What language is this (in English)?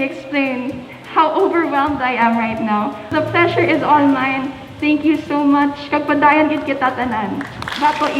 Hiligaynon